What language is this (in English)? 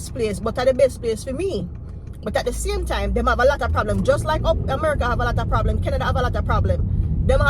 Jamaican Creole English